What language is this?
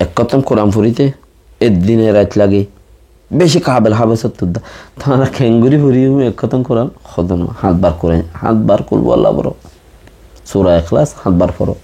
Rohingya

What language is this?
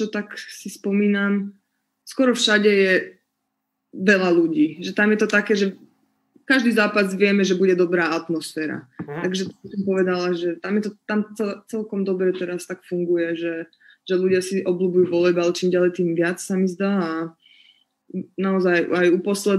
Slovak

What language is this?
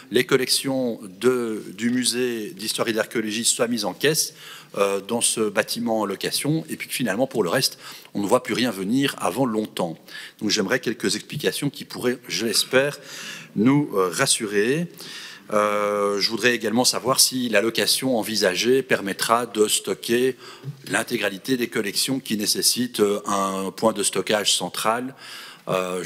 French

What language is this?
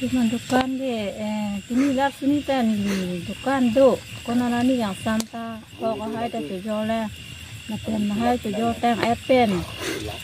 Karbi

